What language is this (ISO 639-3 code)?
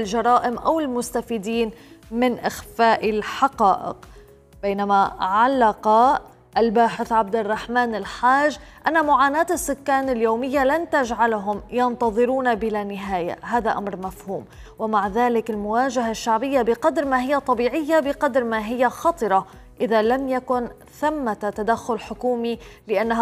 ara